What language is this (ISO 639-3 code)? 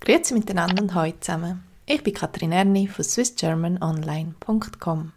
gsw